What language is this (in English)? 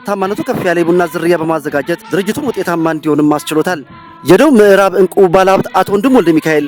Amharic